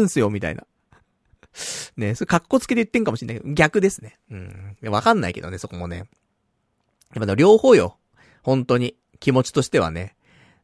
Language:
Japanese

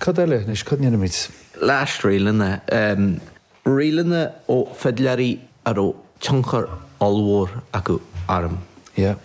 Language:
Irish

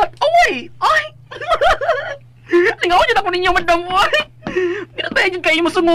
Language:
Cebuano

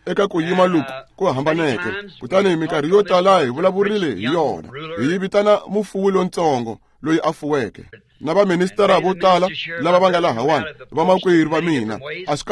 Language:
Tsonga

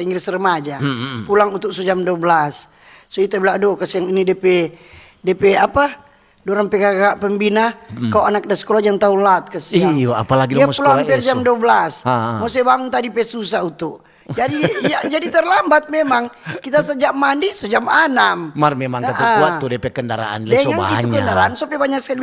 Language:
Manado Malay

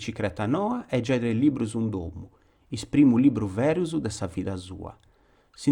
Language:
Sardinian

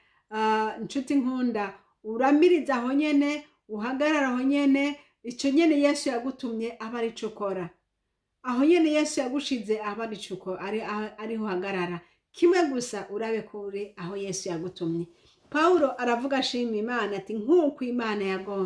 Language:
Rundi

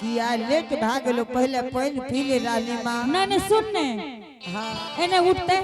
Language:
Angika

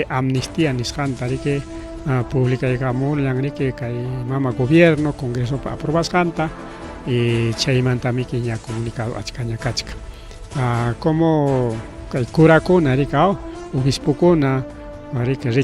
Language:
Ayacucho Quechua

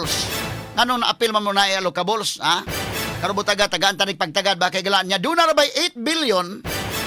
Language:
Cebuano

